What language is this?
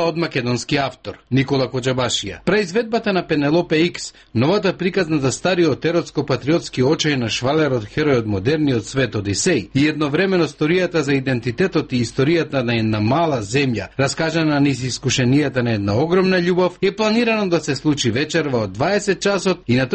Macedonian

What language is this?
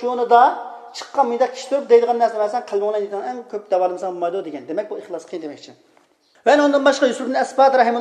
Uyghur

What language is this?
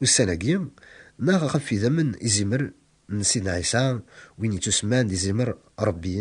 Kabyle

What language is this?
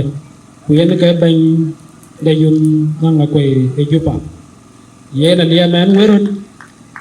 Dinka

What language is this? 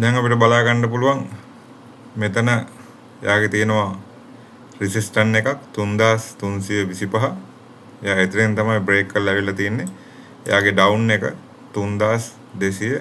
Sinhala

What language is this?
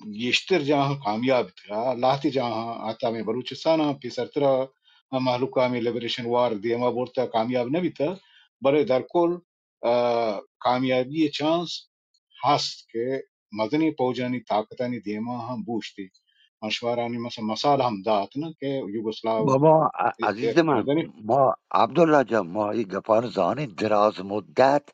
Baluchi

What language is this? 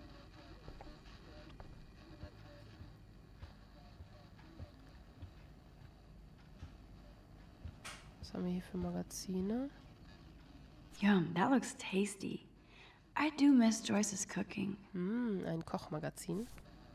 German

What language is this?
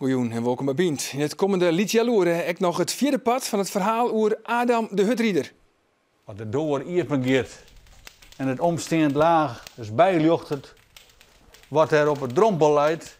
Western Frisian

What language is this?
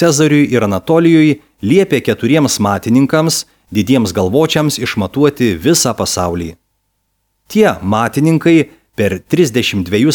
Lithuanian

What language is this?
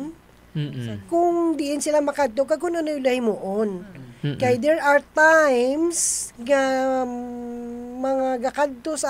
Hiligaynon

